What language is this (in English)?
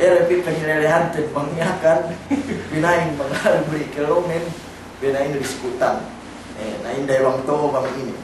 Yakan